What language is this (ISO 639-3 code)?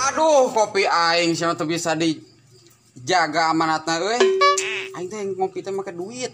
sun